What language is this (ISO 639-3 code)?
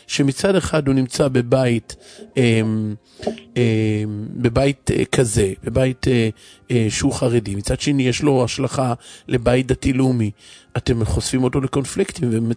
heb